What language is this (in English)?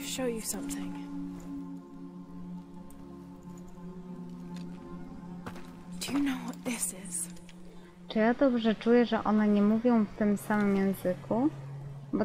Polish